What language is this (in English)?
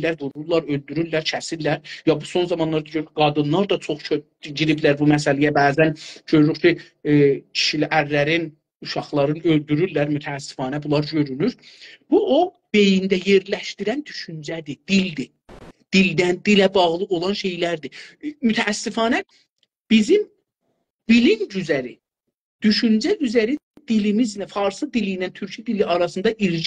South Azerbaijani